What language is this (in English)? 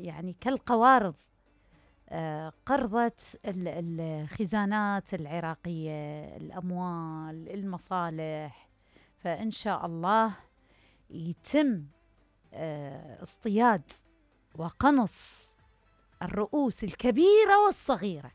Mesopotamian Arabic